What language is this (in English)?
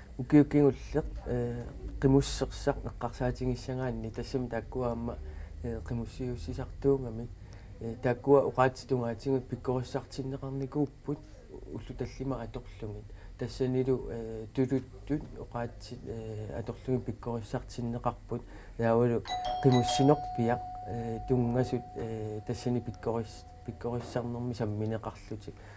Kalaallisut